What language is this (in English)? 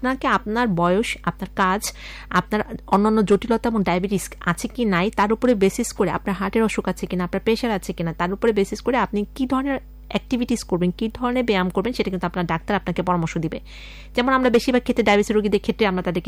Bangla